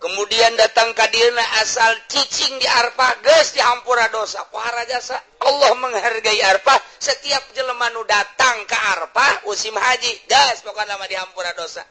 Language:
Sundanese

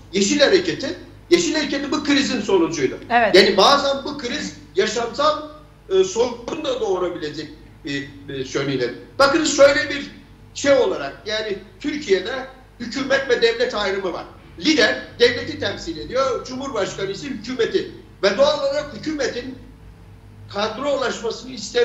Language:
Turkish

